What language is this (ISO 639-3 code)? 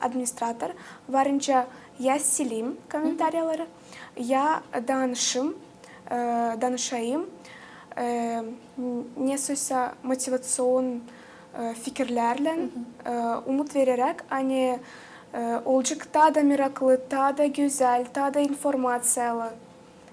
gag